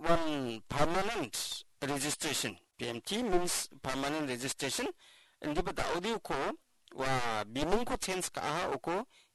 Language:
Garo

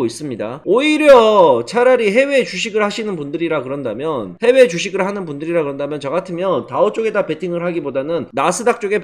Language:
Korean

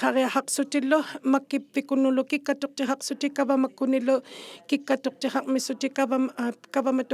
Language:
Inuktitut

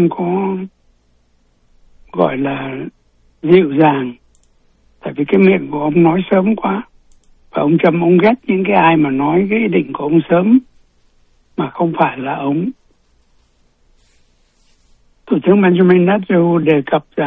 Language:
Vietnamese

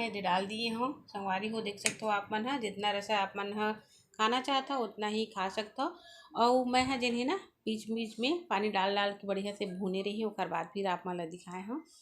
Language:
Chhattisgarhi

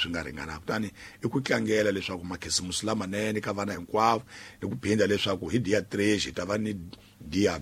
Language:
Tsonga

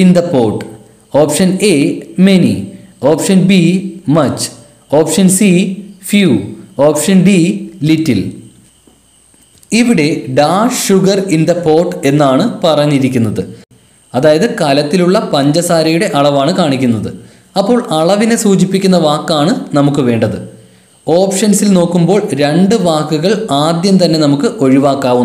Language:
Malayalam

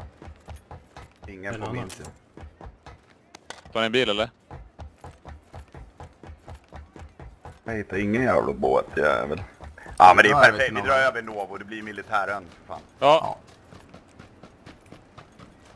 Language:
Swedish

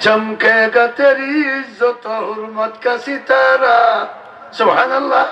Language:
Sylheti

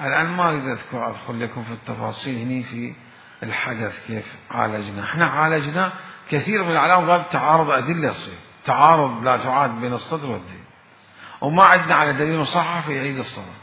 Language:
Mesopotamian Arabic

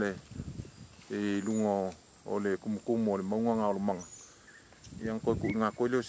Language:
Samoan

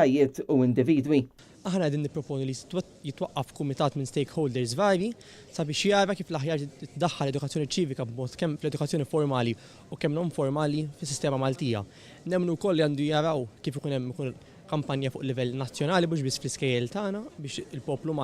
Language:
Maltese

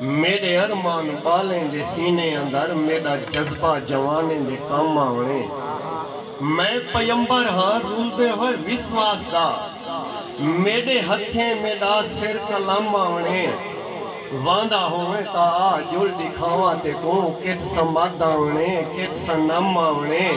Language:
Saraiki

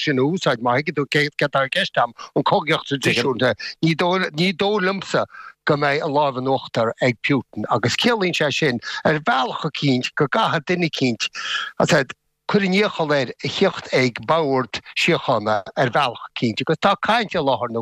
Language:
Irish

